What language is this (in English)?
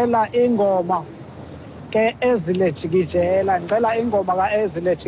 Xhosa